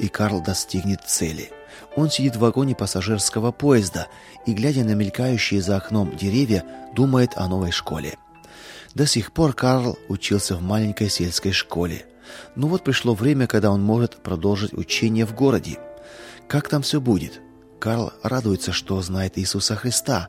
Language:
Russian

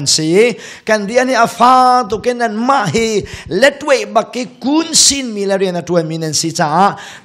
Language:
Hakha Chin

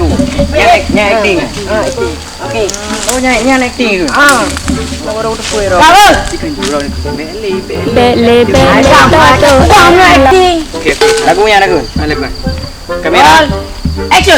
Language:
Achinese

